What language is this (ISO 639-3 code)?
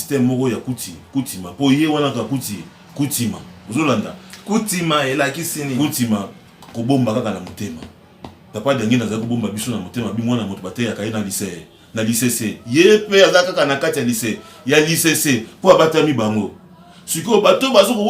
lin